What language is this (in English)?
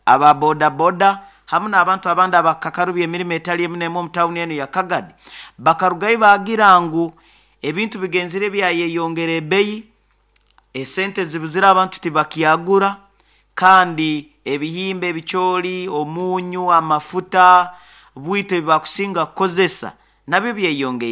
Nyoro